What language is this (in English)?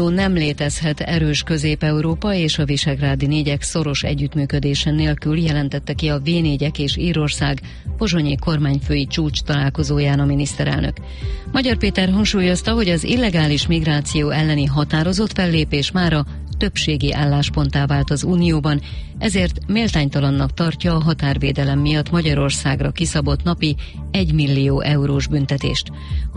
Hungarian